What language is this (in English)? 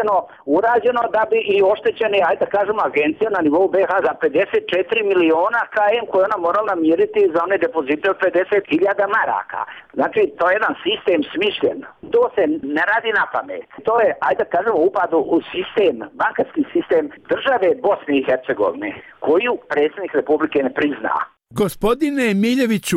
Bosnian